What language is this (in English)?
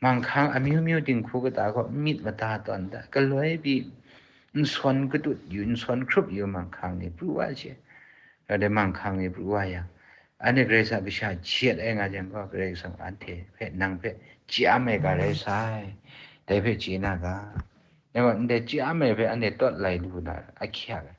Kachin